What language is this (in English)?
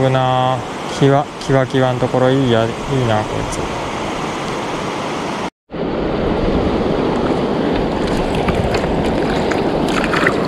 Japanese